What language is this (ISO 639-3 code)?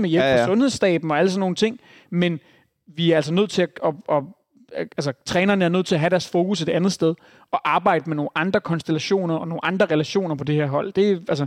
dan